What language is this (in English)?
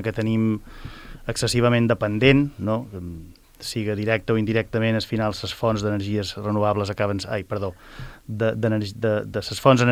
Catalan